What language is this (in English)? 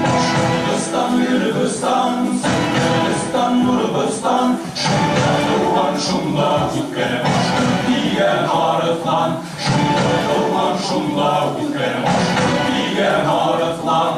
Bashkir